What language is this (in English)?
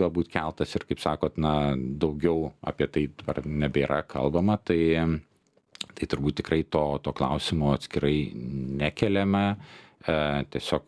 Lithuanian